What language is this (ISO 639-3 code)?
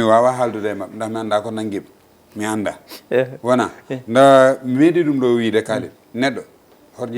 ful